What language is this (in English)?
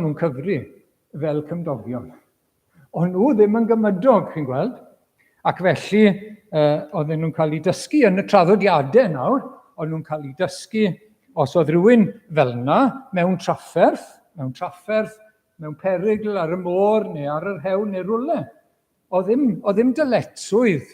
Welsh